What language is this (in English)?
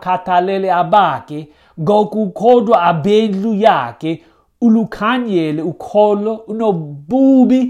Xhosa